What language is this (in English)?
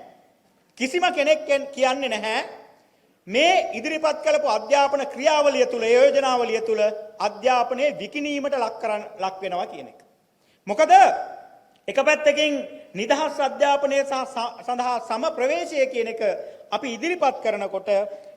Sinhala